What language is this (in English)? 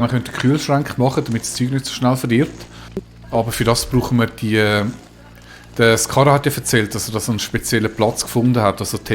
Swiss German